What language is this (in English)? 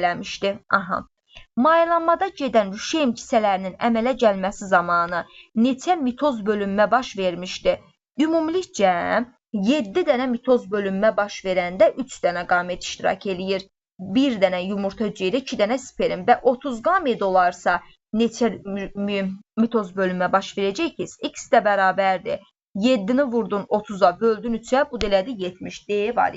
Azerbaijani